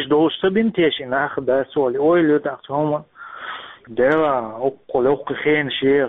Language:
Chechen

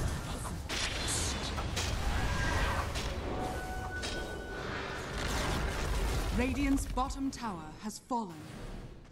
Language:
English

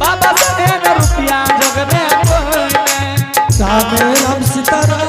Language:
Angika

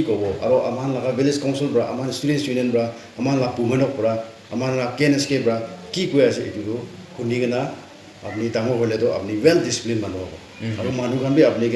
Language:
Naga Pidgin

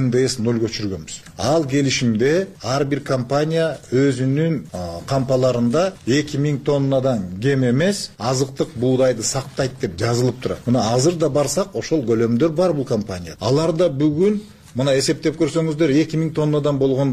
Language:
Kyrgyz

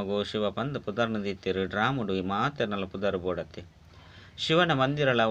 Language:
Tulu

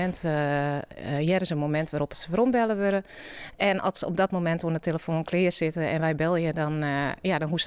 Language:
Western Frisian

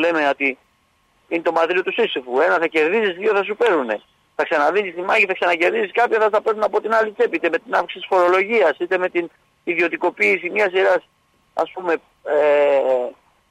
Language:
Greek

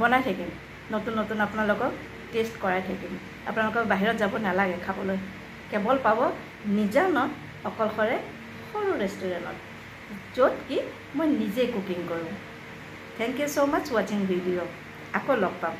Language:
Assamese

